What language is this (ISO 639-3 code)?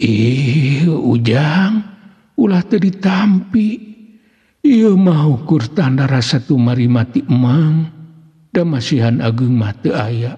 sun